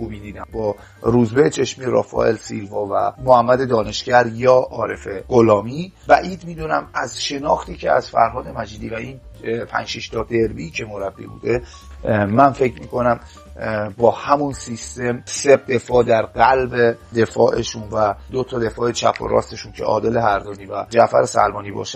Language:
Persian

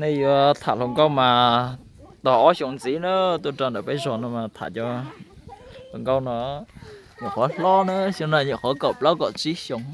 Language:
Hmong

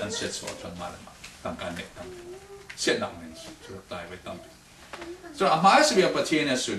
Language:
Falam Chin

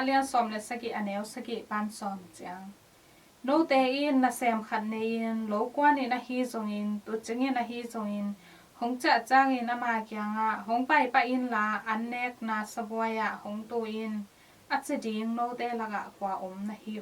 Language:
Tedim Chin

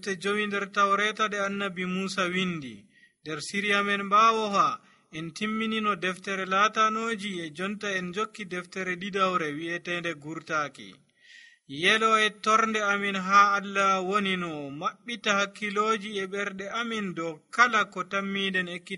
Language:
Nigerian Fulfulde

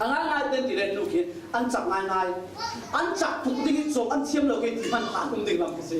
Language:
Falam Chin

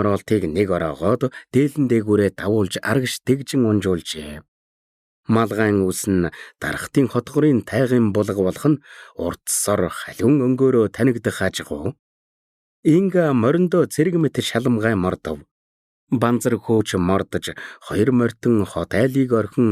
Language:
Mongolian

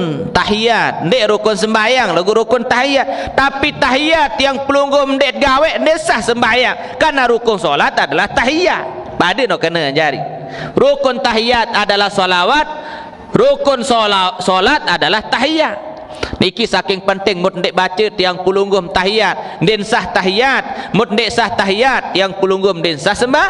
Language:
Sasak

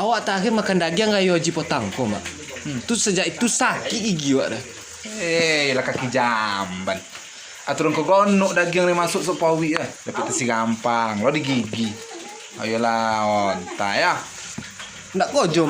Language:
Minangkabau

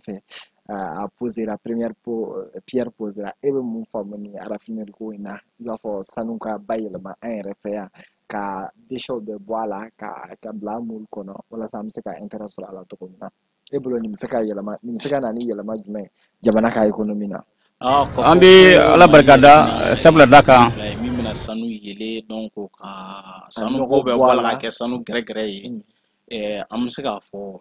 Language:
Bambara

